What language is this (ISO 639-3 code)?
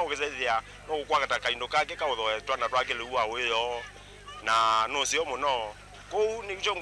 kam